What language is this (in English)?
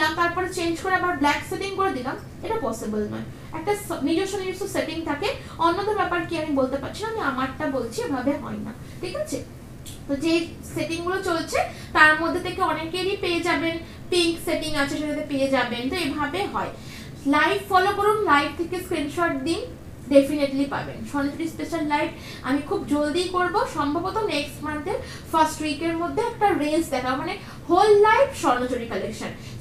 Bangla